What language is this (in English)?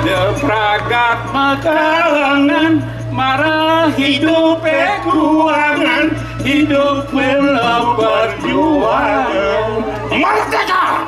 Balinese